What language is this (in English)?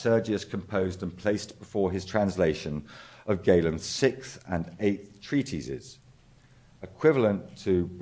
English